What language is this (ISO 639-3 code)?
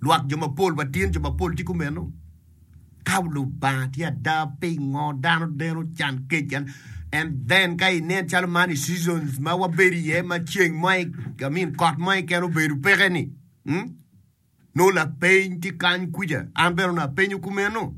ach